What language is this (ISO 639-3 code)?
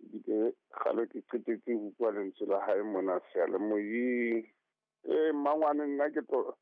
sot